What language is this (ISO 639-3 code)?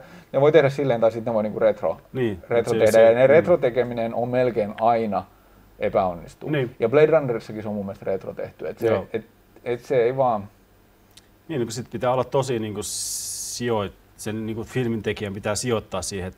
fin